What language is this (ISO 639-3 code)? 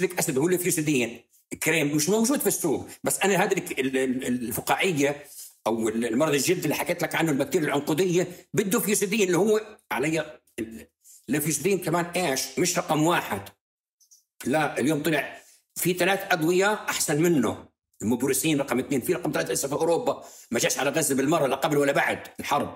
apc